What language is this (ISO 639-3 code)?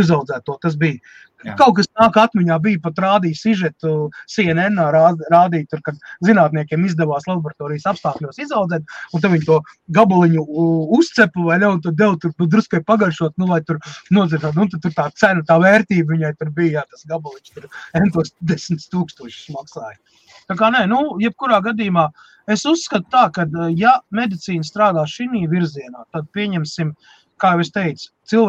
lav